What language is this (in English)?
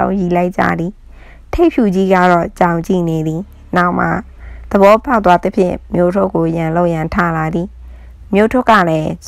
Burmese